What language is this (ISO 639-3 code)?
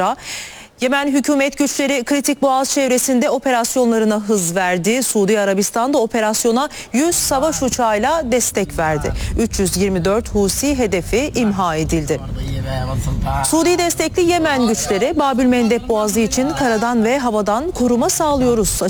tur